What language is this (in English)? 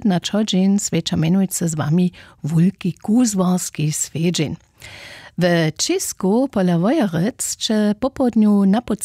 Upper Sorbian